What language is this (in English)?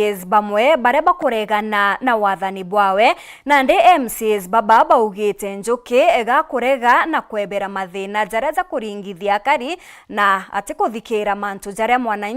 Meru